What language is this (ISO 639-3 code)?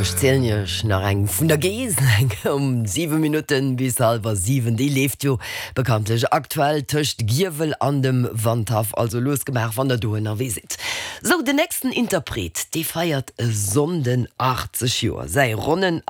ltz